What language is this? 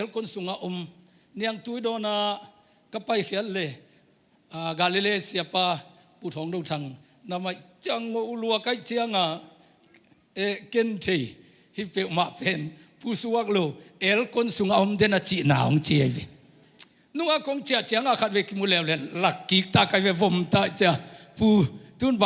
Tedim Chin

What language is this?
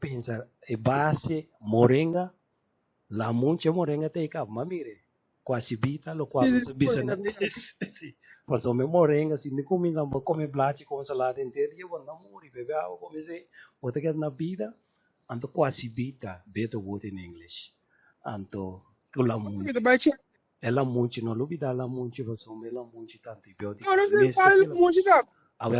Papiamento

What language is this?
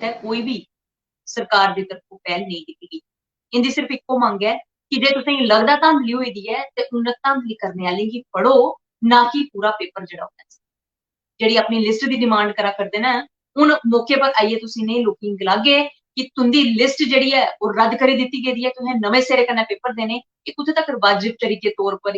Dogri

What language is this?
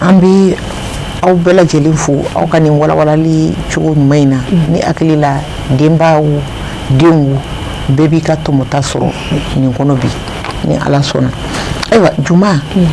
Bambara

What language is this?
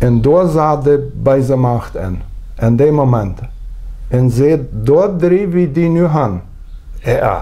Plautdietsch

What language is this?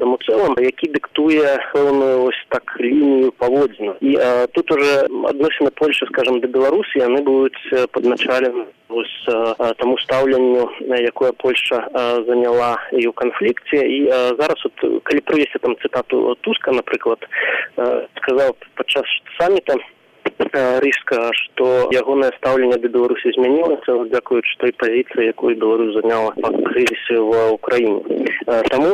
Belarusian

